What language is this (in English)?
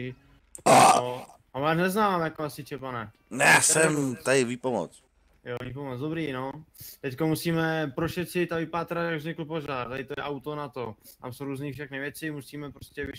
Czech